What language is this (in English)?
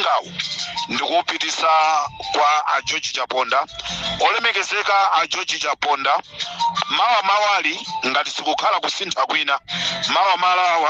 Nyanja